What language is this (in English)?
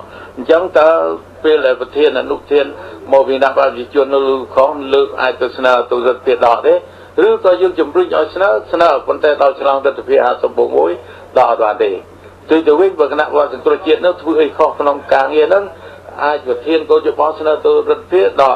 Khmer